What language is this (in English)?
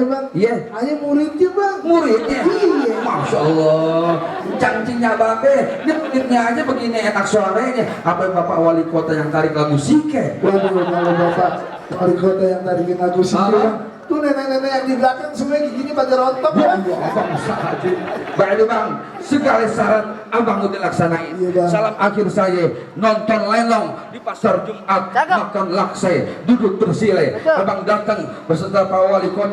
Betawi